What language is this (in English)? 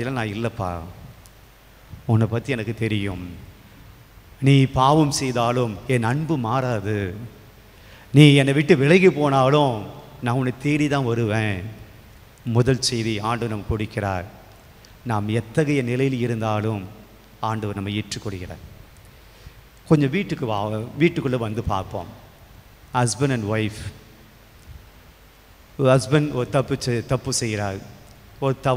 Tamil